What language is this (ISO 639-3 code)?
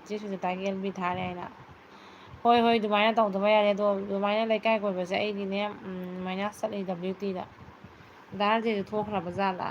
mni